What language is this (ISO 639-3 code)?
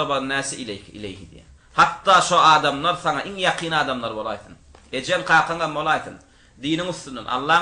tuk